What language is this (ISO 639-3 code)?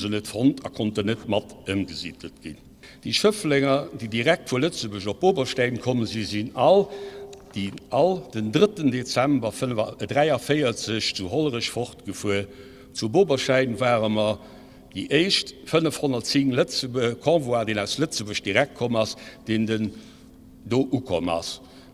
ltz